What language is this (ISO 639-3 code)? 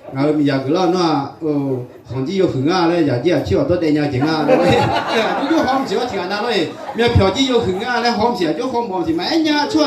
ahk